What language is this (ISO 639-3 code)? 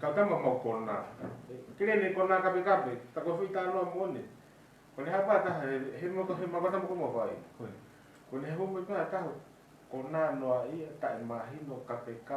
ton